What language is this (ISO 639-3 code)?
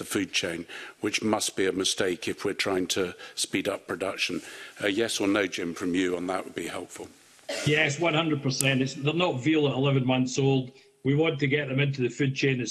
eng